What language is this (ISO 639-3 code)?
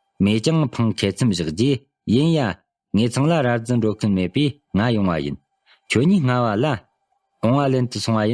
bod